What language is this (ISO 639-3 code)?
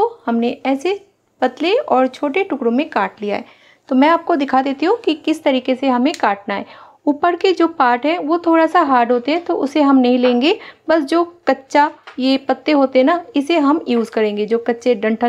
hin